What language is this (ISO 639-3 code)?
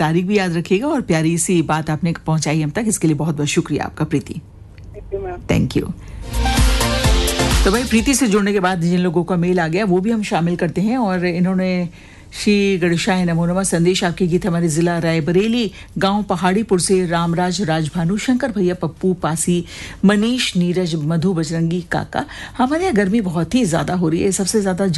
hin